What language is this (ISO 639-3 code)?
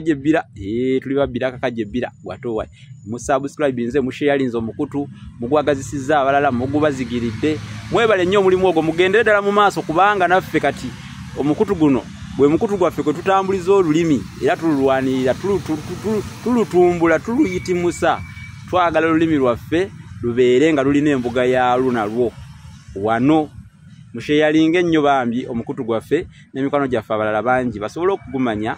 lug